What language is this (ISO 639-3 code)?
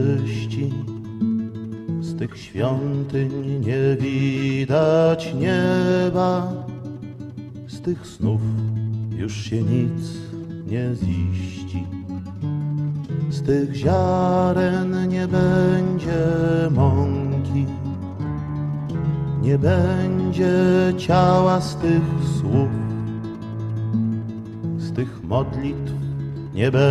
pol